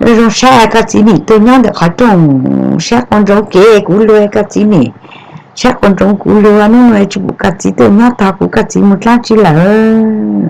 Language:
Hmong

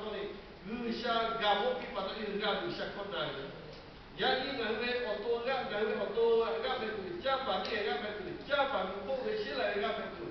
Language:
Lahu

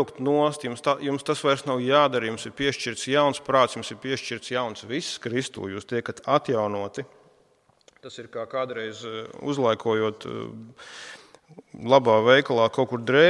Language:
Latvian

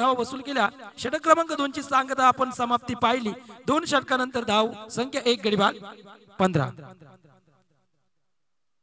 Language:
Marathi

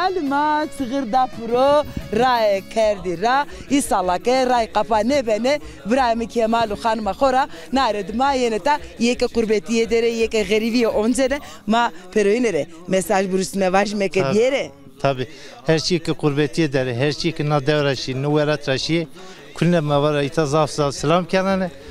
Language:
Zaza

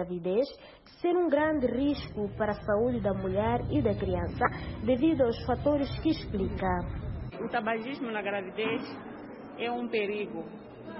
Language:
Portuguese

